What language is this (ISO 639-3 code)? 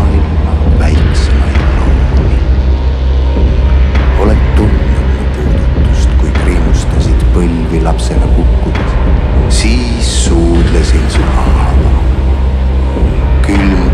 est